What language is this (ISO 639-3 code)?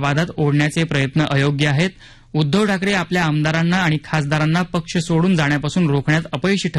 mar